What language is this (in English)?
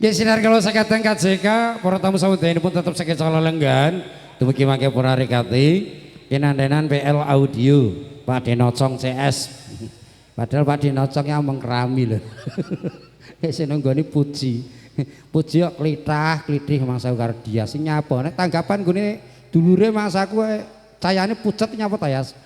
Javanese